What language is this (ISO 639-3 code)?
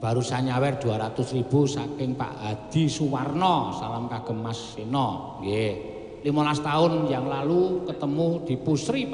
jav